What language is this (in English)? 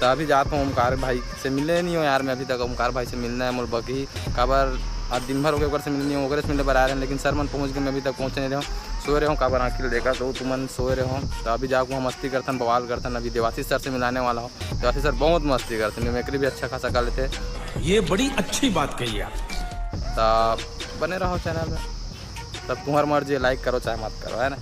Chhattisgarhi